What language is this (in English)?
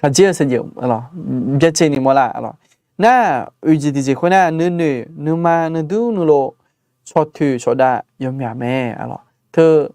Akha